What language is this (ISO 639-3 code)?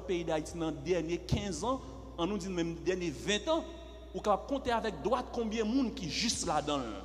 fra